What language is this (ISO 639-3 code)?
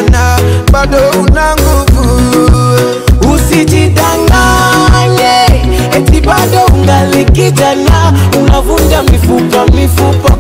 swa